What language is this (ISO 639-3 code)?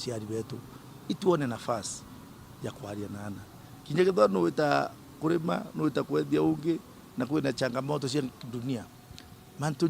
mer